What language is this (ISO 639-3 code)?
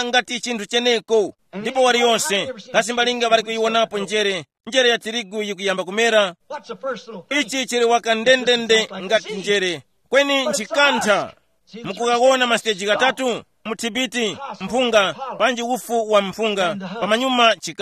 tum